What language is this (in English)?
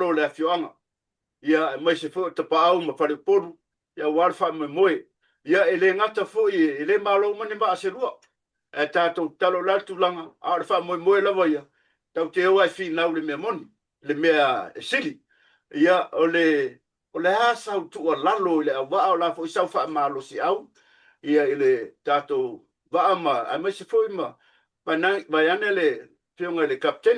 Samoan